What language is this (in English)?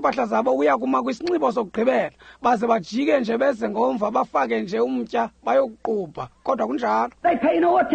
Xhosa